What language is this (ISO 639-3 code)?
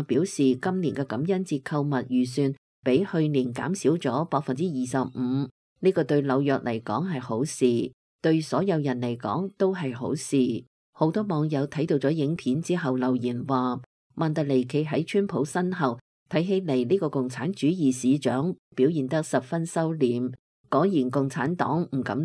yue